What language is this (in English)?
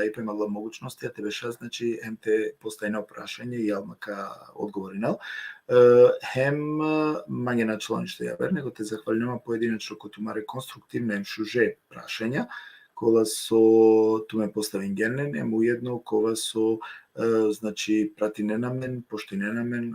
Balkan Romani